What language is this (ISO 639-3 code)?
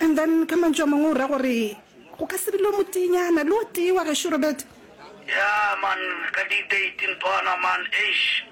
nso